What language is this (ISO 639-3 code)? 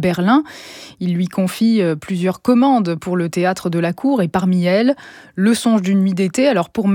fra